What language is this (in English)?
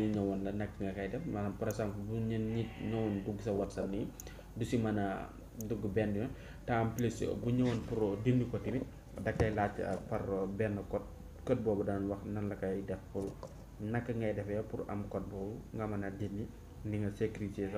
Wolof